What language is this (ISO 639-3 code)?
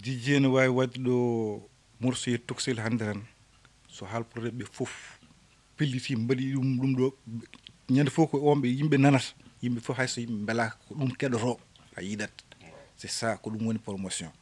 ful